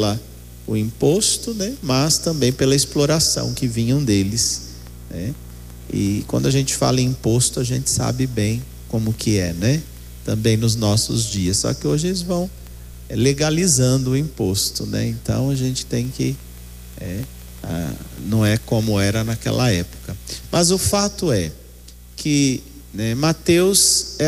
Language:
Portuguese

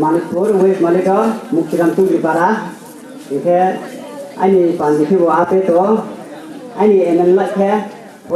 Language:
Riang (India)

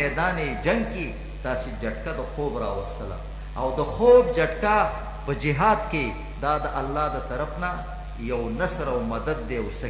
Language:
Pashto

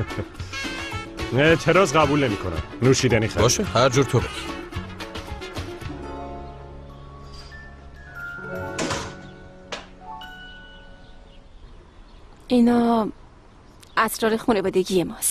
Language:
Persian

